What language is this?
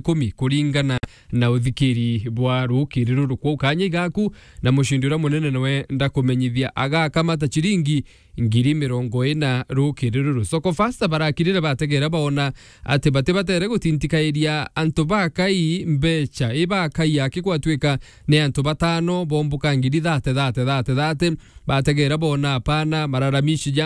Meru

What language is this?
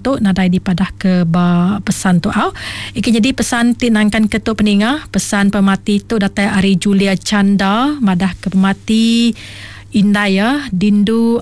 Iban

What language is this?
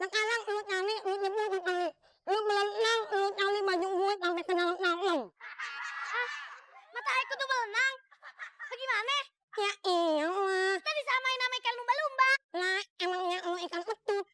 Betawi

